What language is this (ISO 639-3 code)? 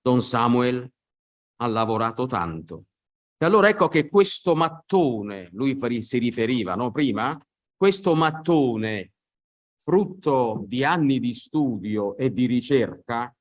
ita